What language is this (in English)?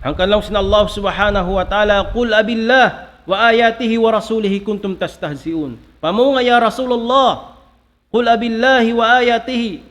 Tausug